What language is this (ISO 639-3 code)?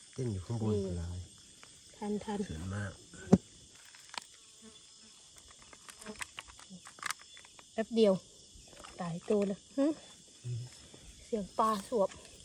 tts